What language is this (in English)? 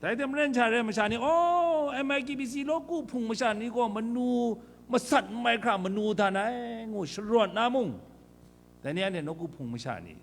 Kachin